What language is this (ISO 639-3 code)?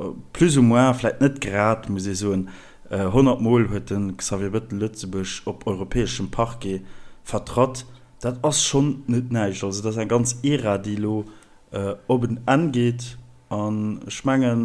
ltz